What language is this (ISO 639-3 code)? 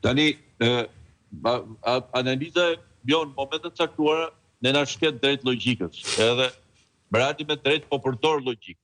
sqi